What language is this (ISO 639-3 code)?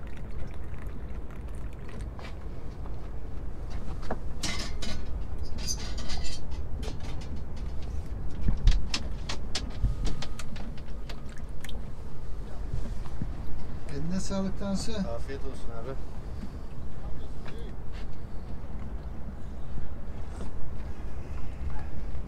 tur